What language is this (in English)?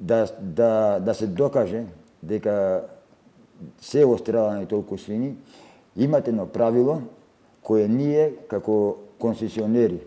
Macedonian